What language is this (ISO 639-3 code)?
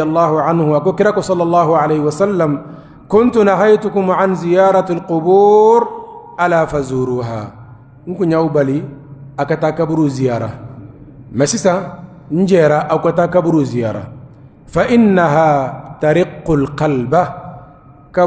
bam